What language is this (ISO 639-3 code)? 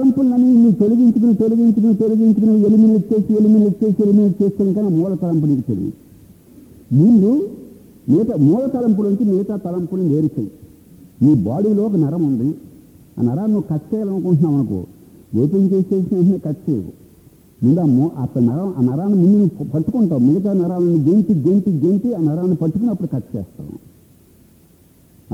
tel